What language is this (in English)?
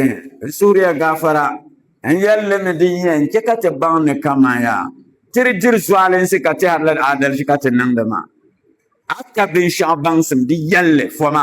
Dagbani